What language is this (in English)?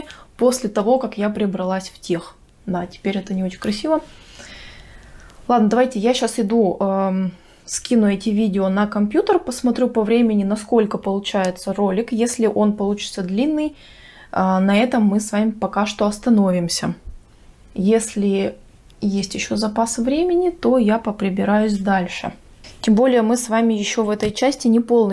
Russian